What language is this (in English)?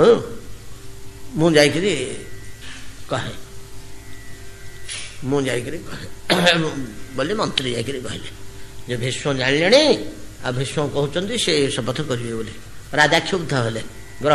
Odia